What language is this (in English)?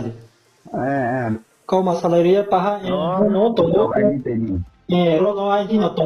Riang (India)